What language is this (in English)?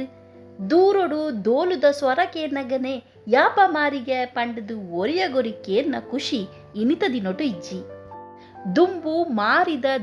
Tulu